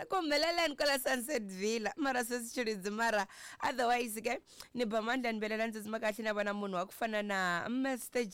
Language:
Tsonga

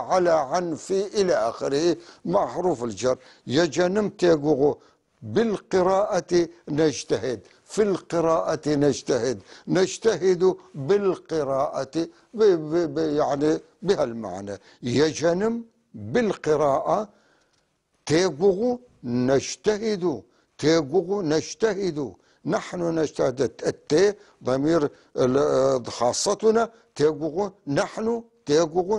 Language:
North Levantine Arabic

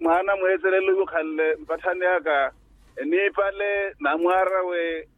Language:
Makhuwa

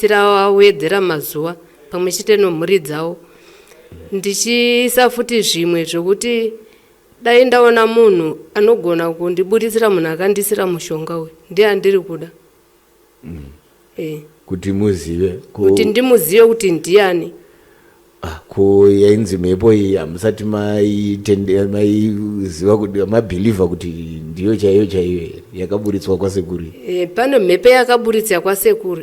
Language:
Shona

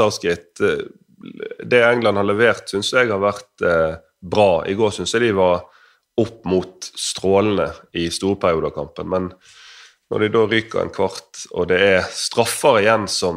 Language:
Norwegian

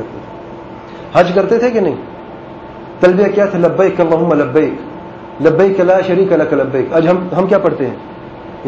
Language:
Urdu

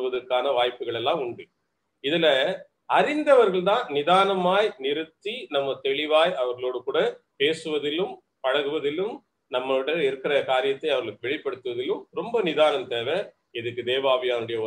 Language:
Tamil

